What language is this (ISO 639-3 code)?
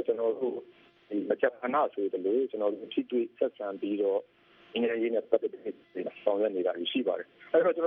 mya